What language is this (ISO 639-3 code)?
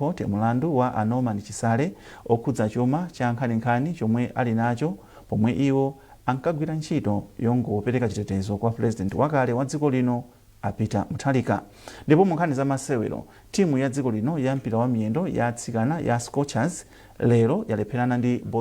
nya